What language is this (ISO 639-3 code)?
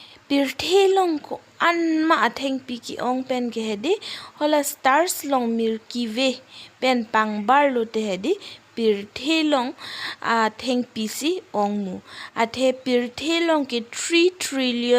mjw